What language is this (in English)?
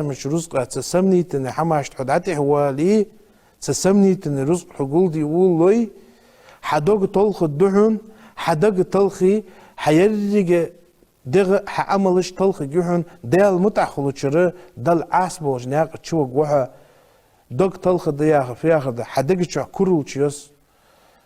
Ingush